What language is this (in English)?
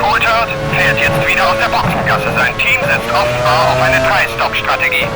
Bavarian